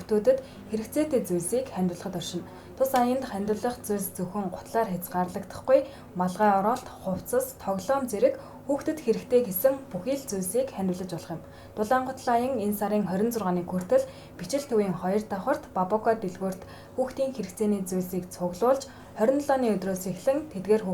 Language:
Mongolian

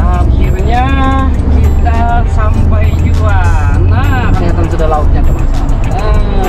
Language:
Banjar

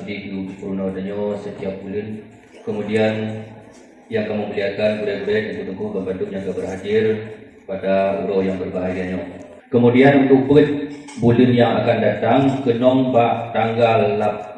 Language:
Achinese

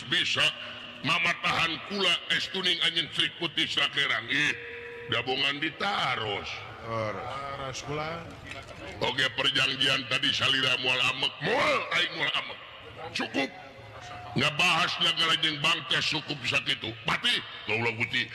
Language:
Sundanese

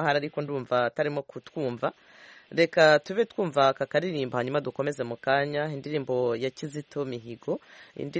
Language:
Kinyarwanda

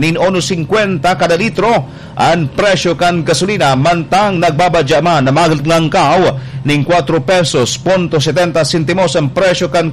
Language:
Bikol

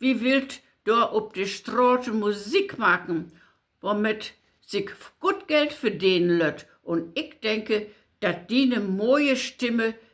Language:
Low German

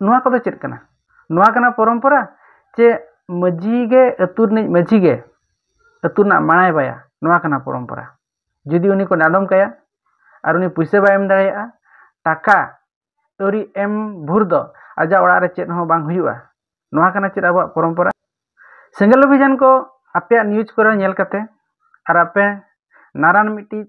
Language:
Santali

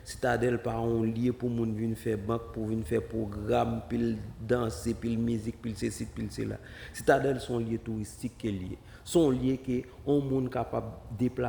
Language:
Haitian Creole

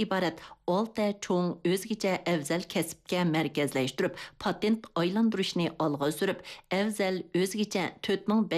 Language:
Uyghur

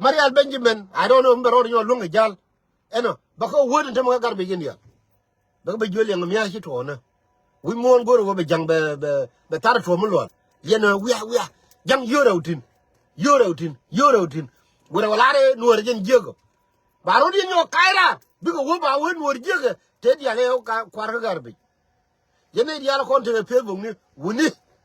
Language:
Nuer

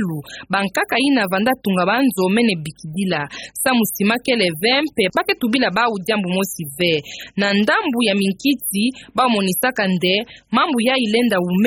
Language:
Kituba (Democratic Republic of Congo)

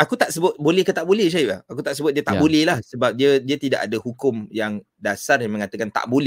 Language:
Malay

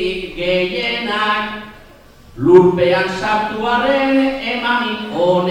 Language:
Basque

